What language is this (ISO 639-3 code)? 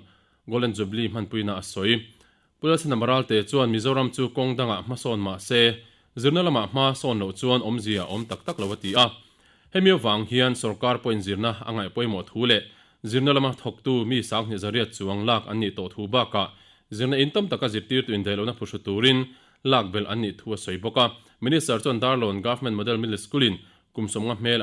lus